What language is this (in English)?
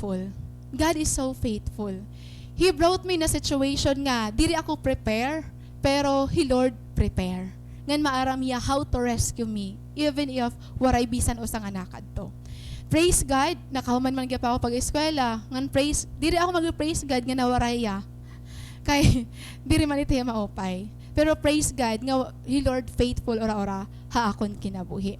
Waray